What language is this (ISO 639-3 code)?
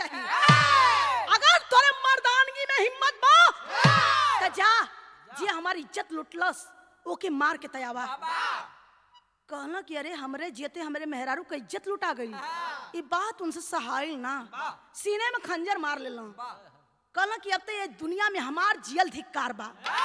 bho